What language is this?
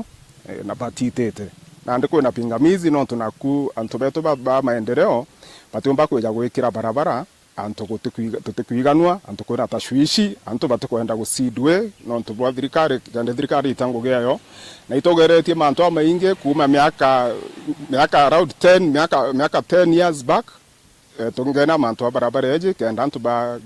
Meru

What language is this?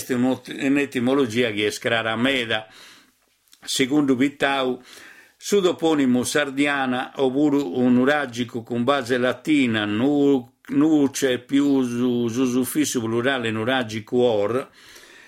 Sardinian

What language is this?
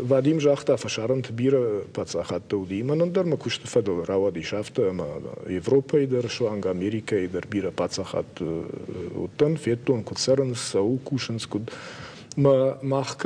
Ossetic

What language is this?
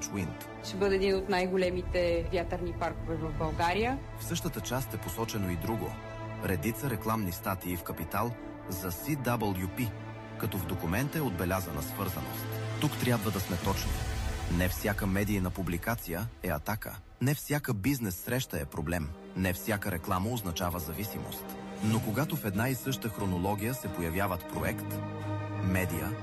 Bulgarian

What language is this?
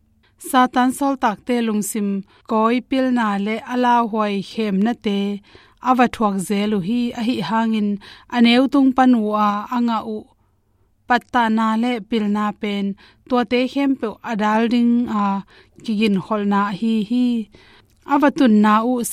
Tedim Chin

